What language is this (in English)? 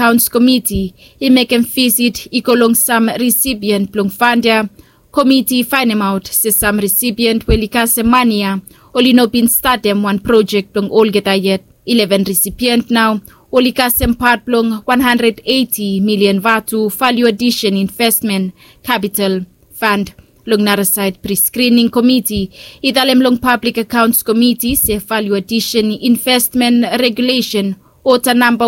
Bislama